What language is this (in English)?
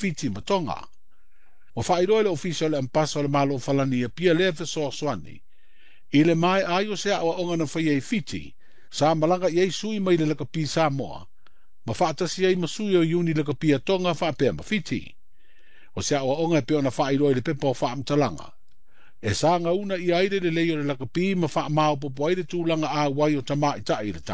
Samoan